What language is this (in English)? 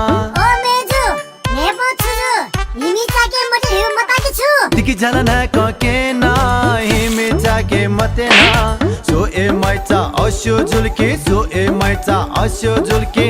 Newari